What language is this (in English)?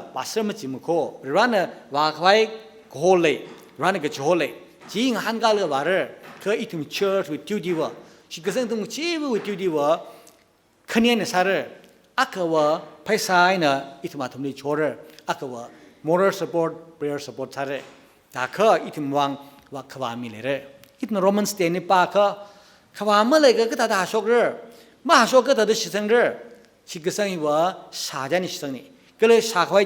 Tangkhul Naga (India)